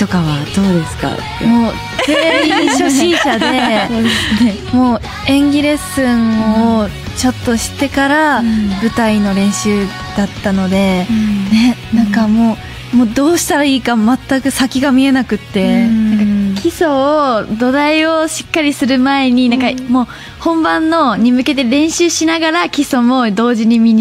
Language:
Japanese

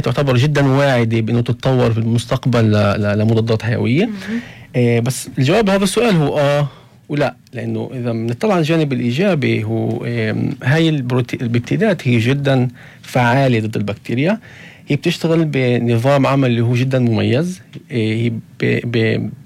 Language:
North Levantine Arabic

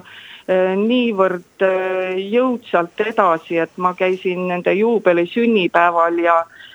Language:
Estonian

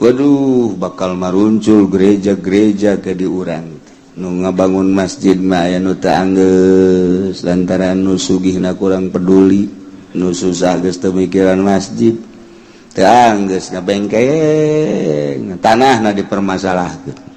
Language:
Sundanese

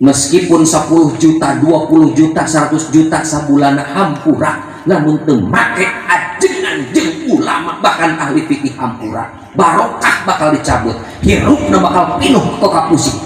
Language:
Sundanese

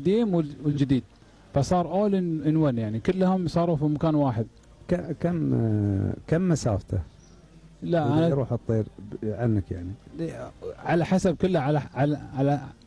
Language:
Gulf Arabic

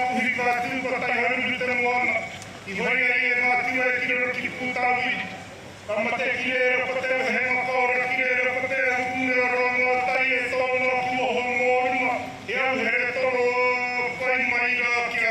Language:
Māori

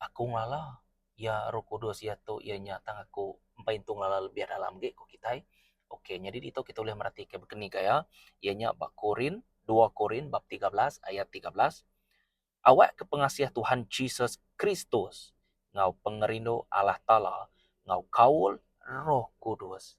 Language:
Iban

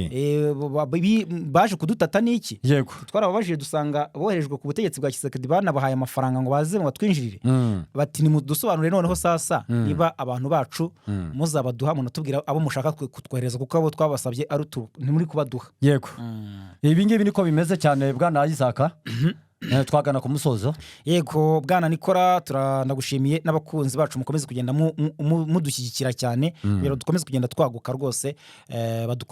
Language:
Kinyarwanda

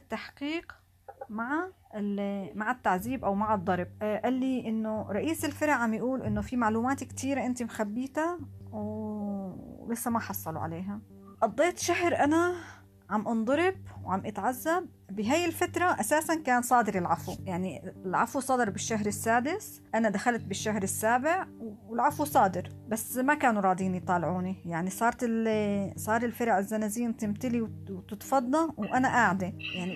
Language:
North Levantine Arabic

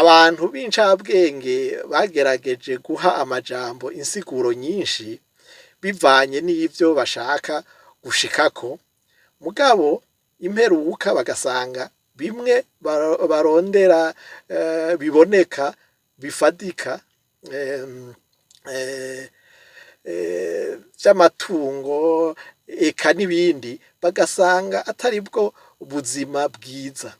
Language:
Rundi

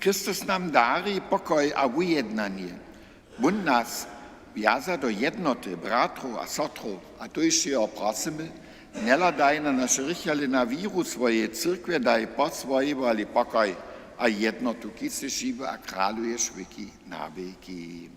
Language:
Upper Sorbian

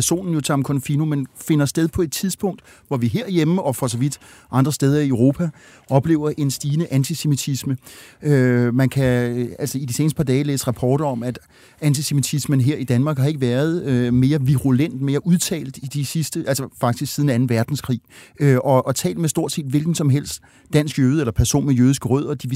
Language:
Danish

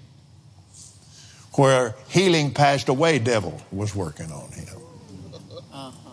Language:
English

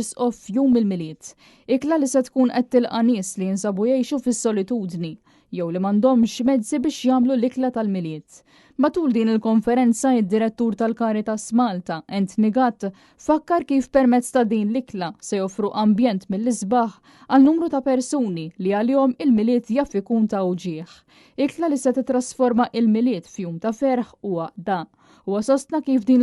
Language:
Maltese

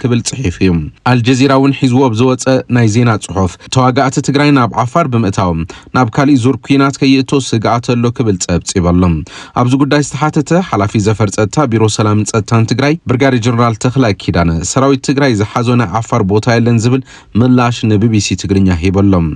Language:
Tigrinya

